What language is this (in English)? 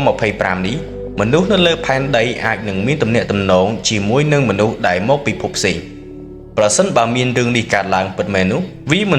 Khmer